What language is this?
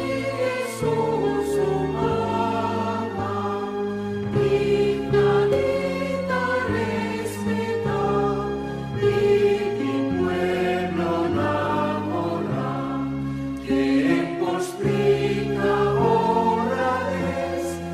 Papiamento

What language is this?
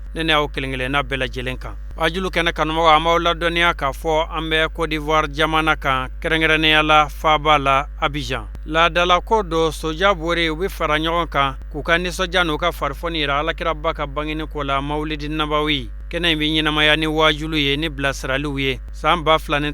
Bambara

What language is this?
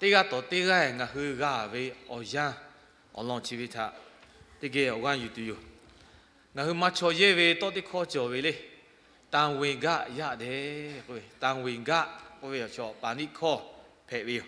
Lahu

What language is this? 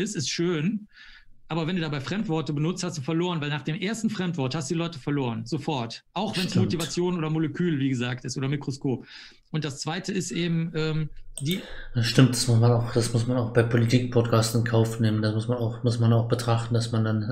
German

